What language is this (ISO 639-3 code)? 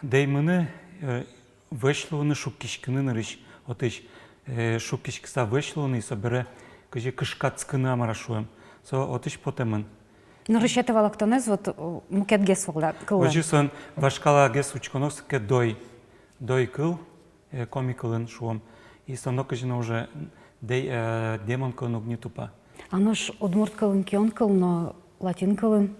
udm